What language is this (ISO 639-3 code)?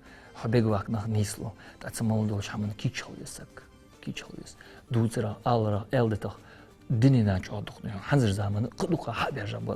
inh